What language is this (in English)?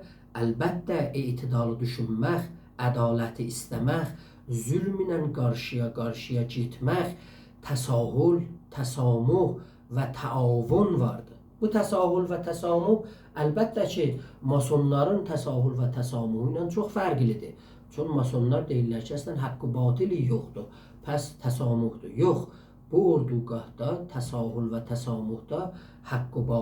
South Azerbaijani